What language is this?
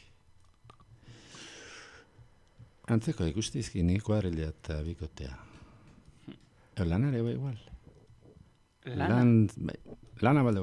Basque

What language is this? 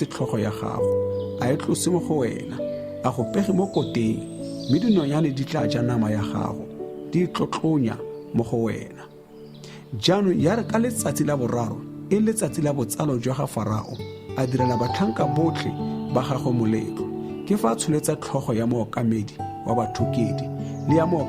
Tswana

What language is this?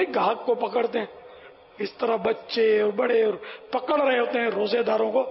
Urdu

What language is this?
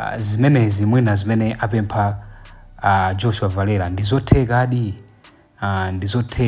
Nyanja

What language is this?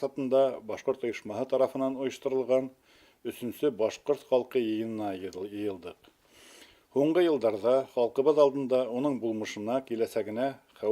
Bashkir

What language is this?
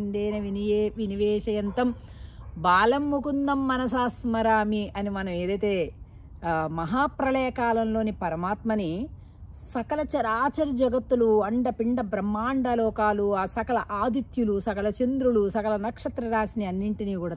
Telugu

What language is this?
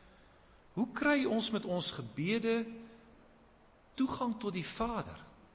Afrikaans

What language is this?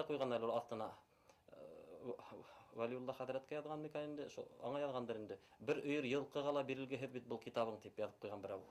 Bashkir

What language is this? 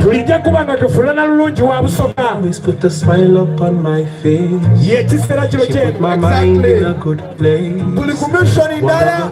Soga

